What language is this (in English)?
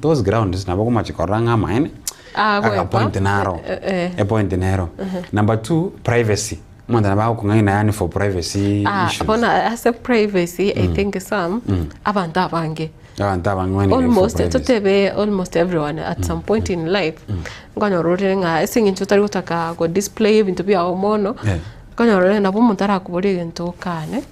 Gusii